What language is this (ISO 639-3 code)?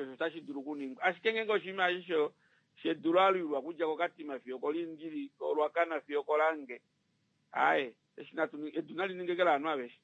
kua